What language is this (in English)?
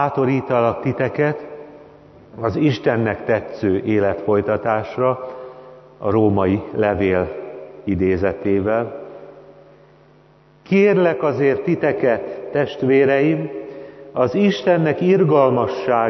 Hungarian